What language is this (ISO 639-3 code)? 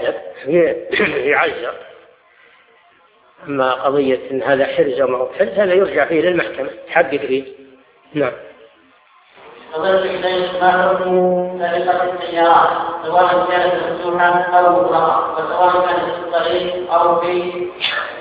ara